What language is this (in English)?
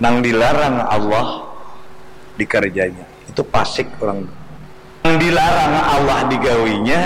Banjar